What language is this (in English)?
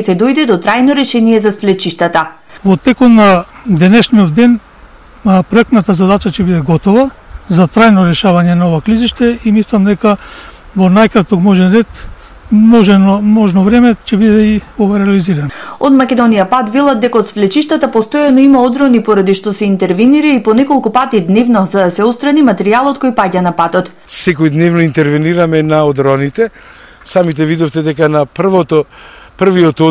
Macedonian